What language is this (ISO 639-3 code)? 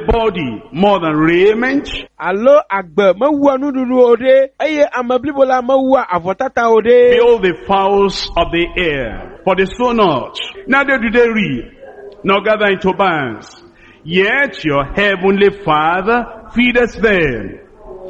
ewe